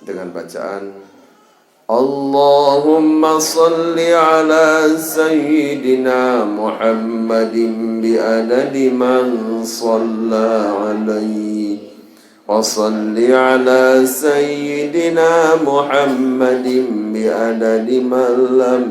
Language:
Sasak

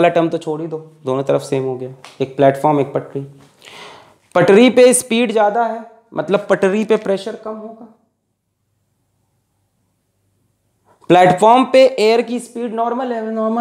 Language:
Hindi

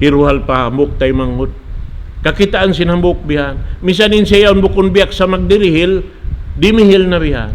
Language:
Tausug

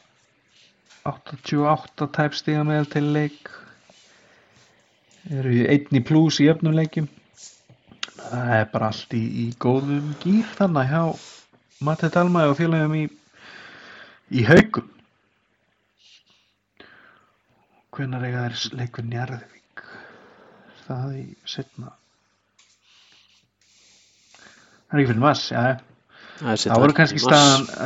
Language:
Icelandic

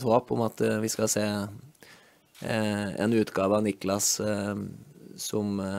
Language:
Danish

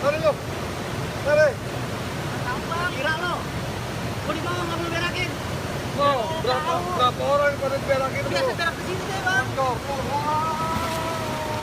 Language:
Betawi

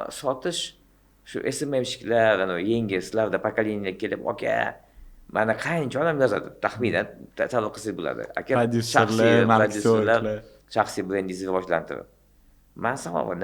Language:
Uzbek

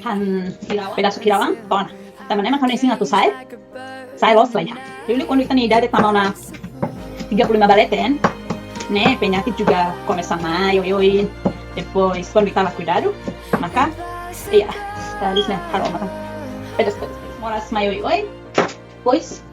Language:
Tetum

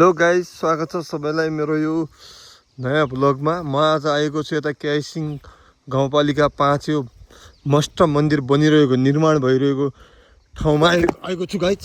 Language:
Nepali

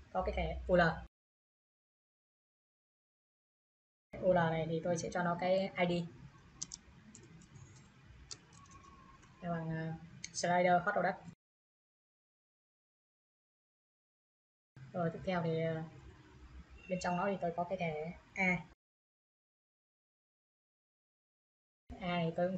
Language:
Vietnamese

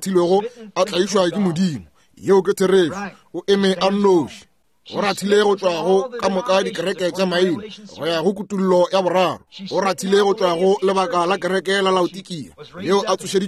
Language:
Northern Sotho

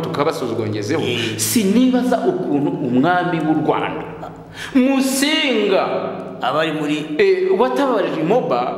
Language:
Kinyarwanda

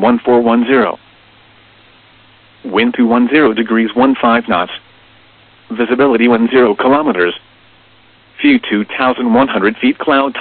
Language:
English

